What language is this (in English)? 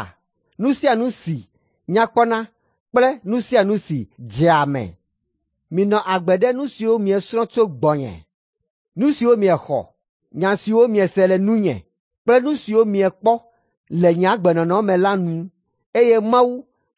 Ewe